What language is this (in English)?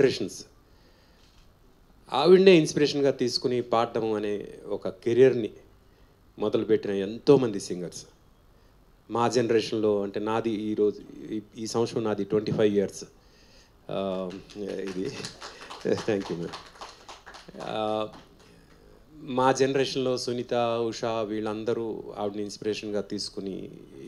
Telugu